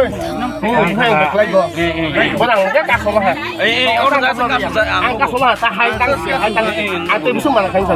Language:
Kok Borok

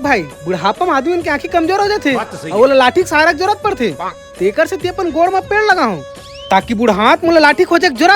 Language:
Chhattisgarhi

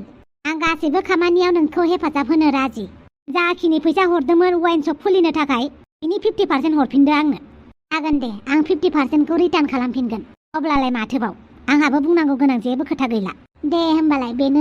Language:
Bodo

